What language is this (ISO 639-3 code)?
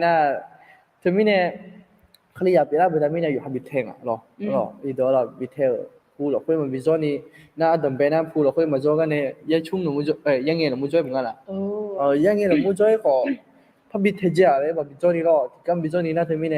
ahk